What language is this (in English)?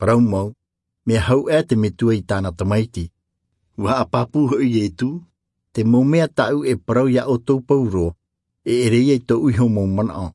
Tahitian